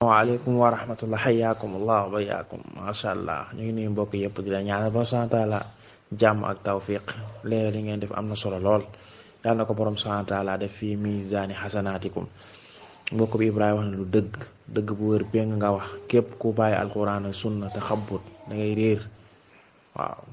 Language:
Wolof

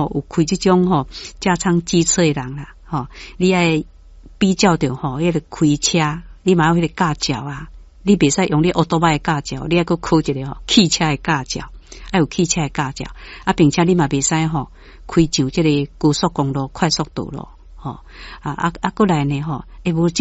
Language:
Min Nan Chinese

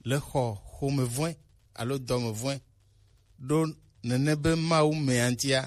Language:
Gen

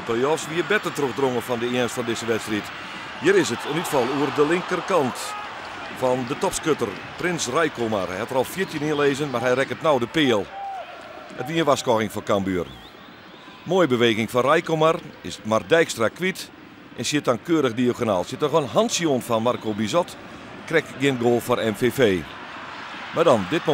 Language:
Western Frisian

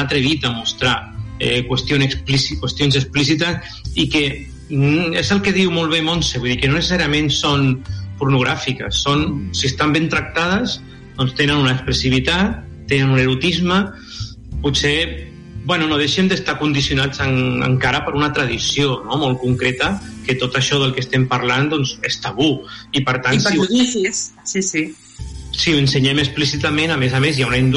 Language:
Catalan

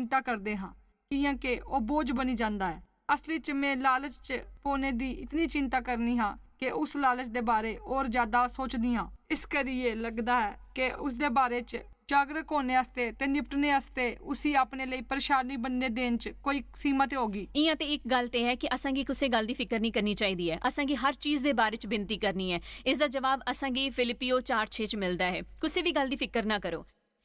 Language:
Dogri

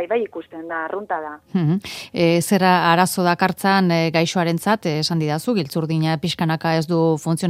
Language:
Basque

